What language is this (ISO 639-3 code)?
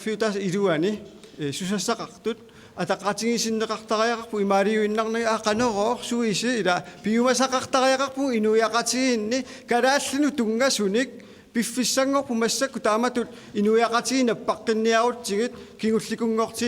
kal